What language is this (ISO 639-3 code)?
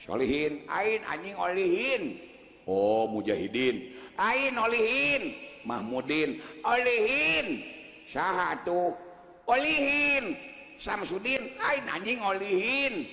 sun